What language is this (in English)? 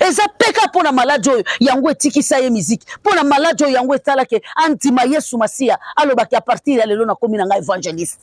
Lingala